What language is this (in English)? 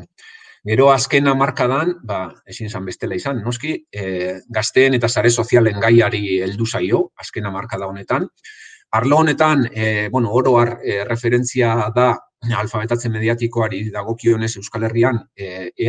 Basque